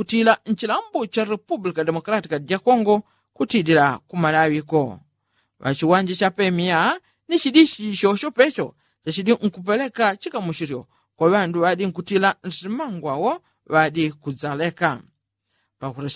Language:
Yao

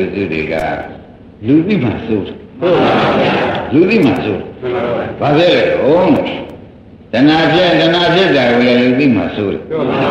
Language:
Burmese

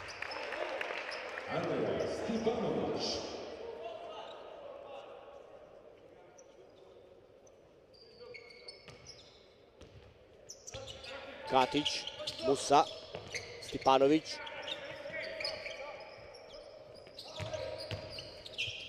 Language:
Croatian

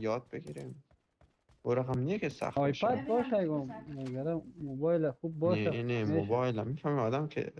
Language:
Persian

